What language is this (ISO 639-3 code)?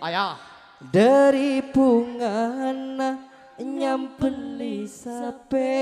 mad